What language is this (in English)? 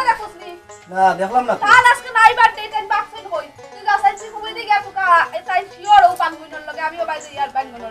Sylheti